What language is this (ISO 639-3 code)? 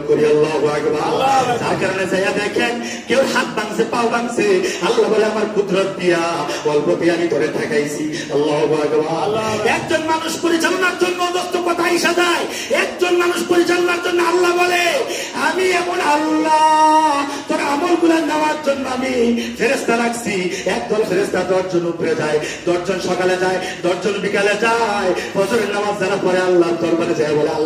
ben